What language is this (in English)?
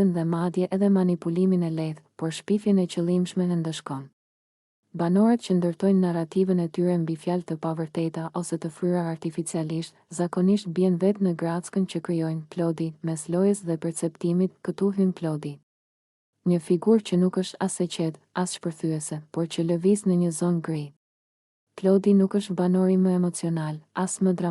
Albanian